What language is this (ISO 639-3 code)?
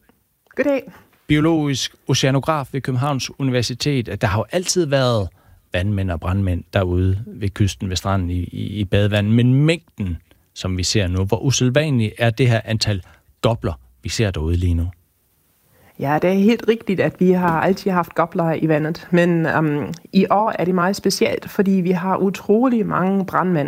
dan